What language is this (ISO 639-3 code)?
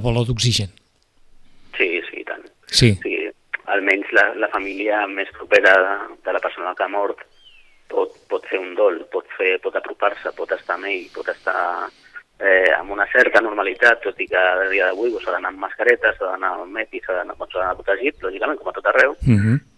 cat